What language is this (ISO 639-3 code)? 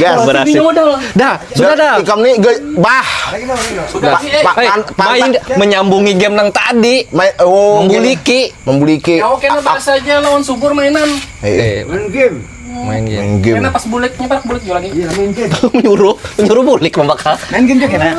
bjn